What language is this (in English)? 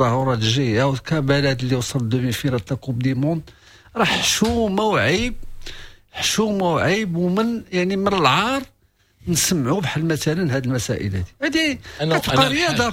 Moroccan Arabic